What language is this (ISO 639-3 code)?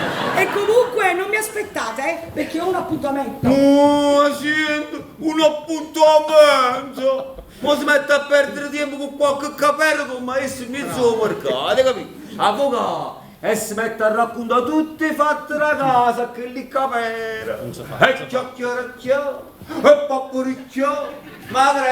nap